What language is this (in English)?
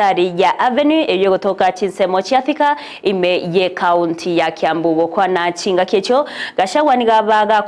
Gusii